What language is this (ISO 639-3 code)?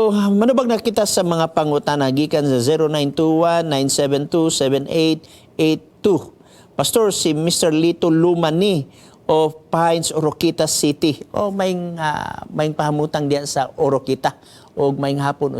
ceb